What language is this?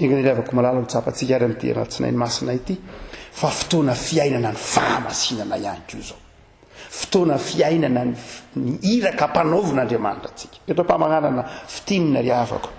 Malagasy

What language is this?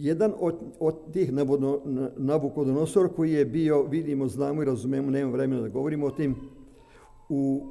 Serbian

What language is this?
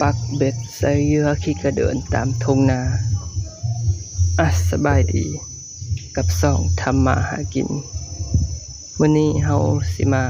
Lao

